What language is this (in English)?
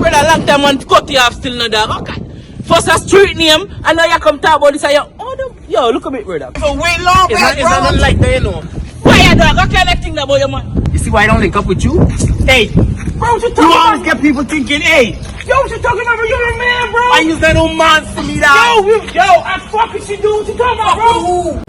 Jamaican Creole English